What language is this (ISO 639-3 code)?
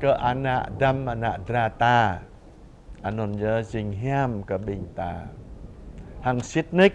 jra